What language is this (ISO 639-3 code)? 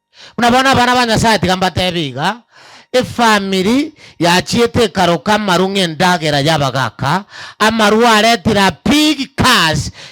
guz